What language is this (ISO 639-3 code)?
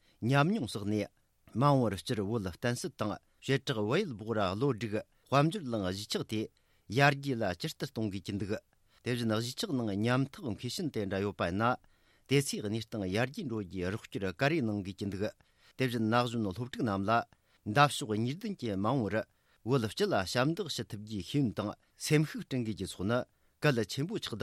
bod